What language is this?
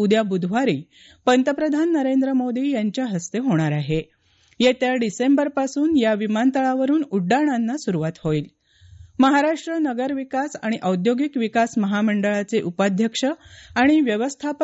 Marathi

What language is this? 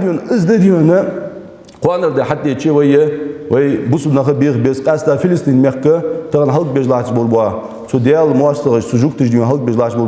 Ingush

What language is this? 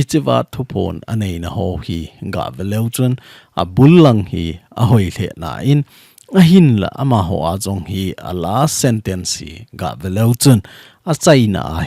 Thado Chin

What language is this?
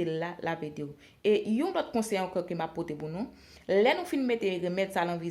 Haitian Creole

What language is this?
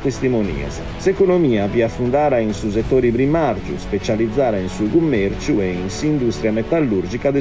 Sardinian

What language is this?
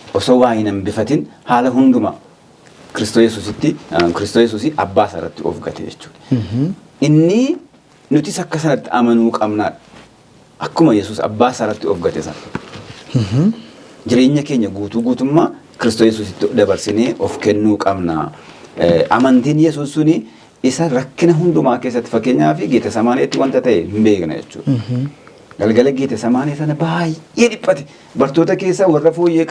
Oromo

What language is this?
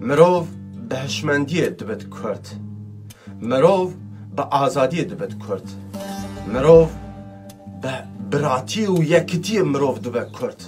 Kurdish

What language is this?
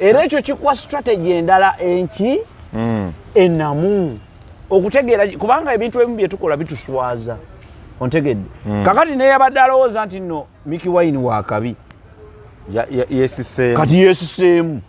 Ganda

